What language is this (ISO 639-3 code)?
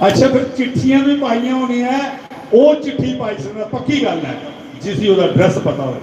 doi